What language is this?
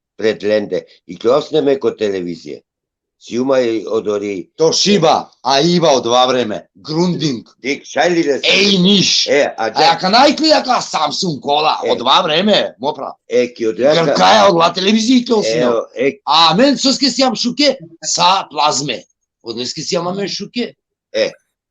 Balkan Romani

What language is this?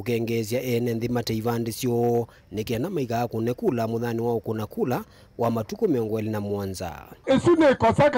Kamba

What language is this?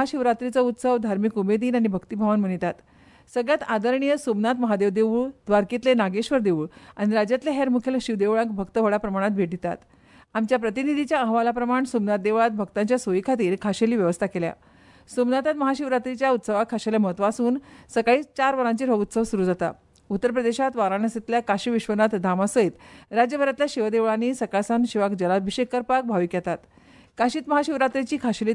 Konkani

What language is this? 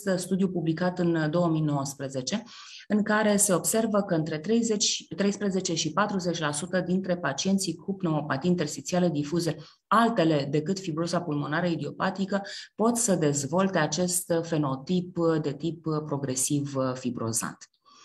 Romanian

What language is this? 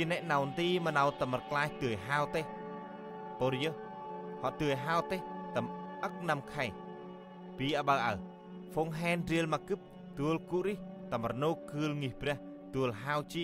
Central Mnong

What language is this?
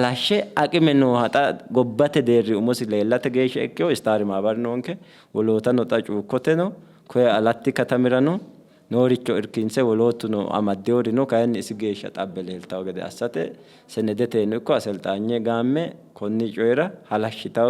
Sidamo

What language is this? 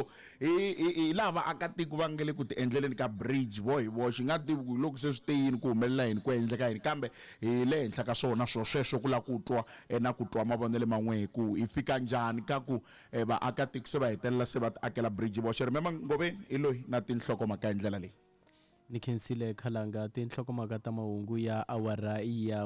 Tsonga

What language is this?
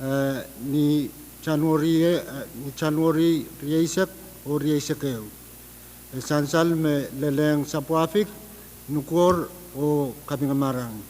Pohnpeian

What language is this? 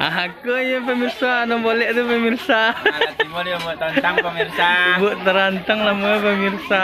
Minangkabau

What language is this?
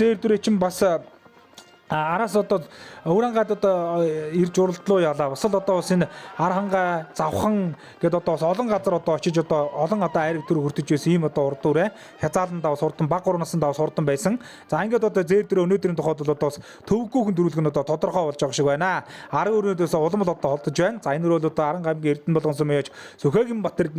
Mongolian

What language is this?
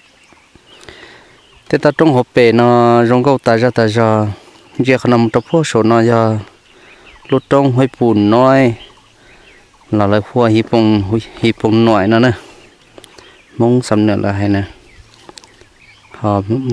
Vietnamese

